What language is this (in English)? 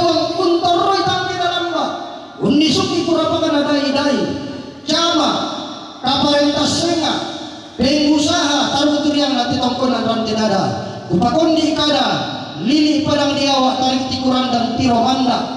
Toraja-Sa'dan